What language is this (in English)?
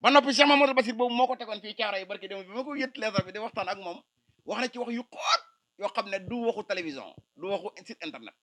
Wolof